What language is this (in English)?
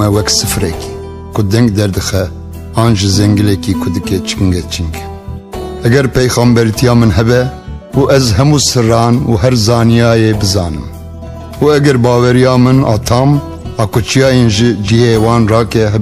Kurdish